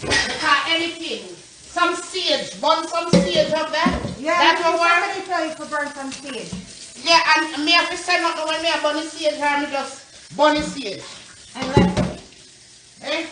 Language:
Jamaican Creole English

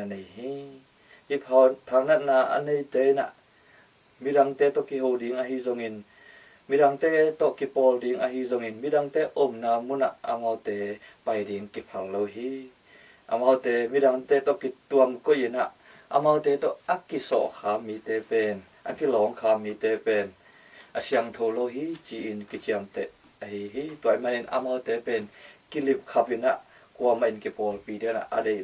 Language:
Tedim Chin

